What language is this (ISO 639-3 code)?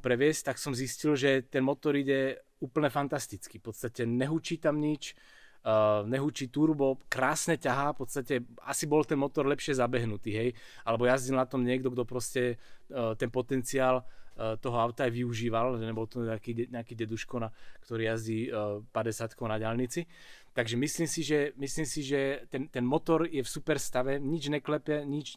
slk